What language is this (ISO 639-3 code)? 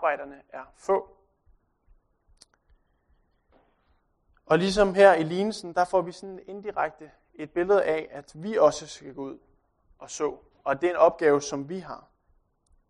dan